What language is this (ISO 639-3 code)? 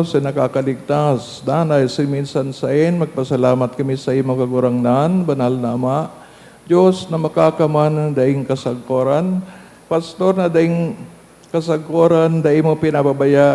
bik